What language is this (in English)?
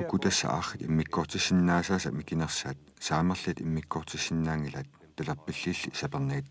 Kalaallisut